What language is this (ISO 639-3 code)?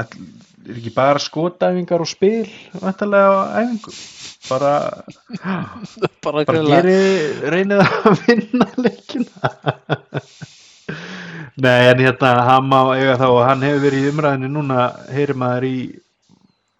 isl